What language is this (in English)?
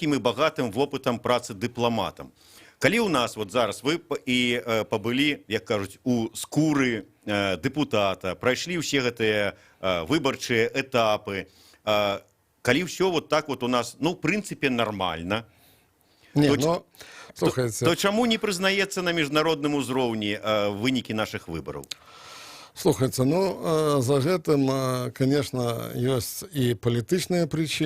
Belarusian